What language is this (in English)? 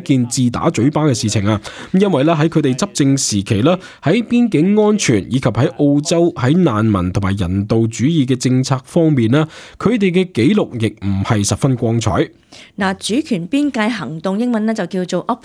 Cantonese